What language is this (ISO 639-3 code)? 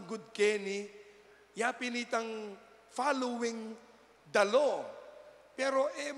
pam